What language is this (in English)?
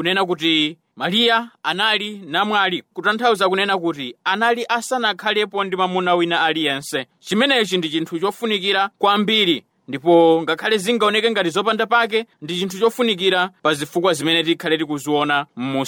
Nyanja